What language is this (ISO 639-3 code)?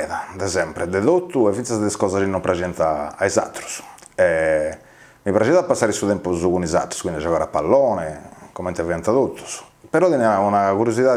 srd